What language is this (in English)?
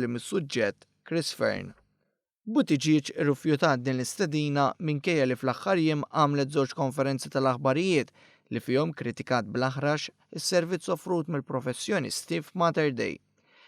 Maltese